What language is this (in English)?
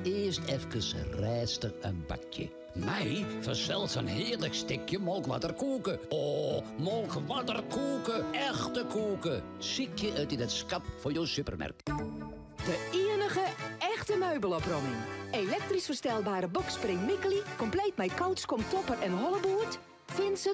Western Frisian